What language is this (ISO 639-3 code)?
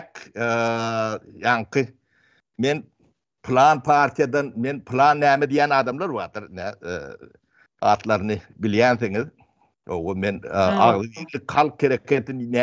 tuk